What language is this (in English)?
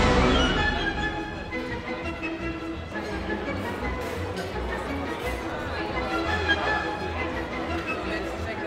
Swedish